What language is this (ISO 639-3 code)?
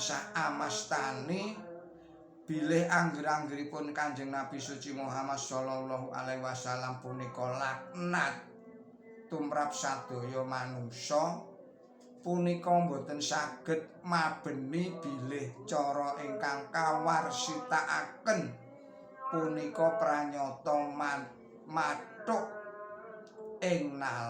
jav